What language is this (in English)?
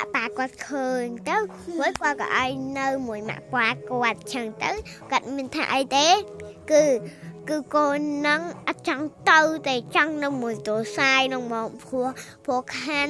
Khmer